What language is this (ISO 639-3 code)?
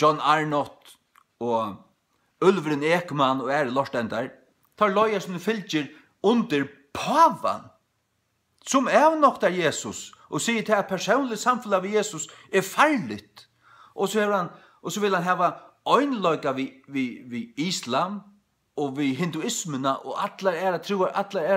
fao